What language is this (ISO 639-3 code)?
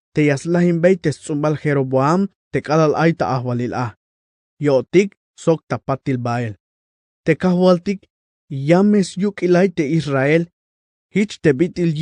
tzh